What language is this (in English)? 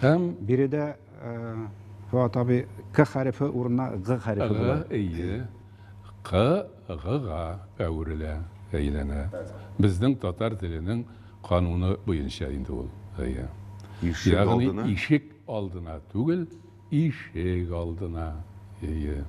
Tatar